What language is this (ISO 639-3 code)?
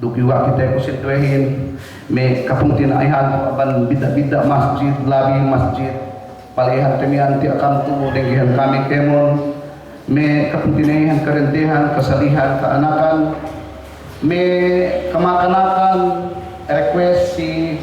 yka